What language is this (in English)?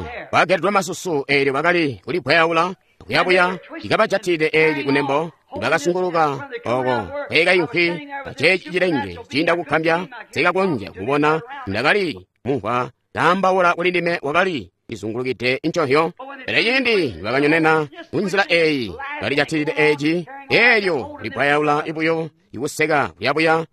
Tonga (Zambia)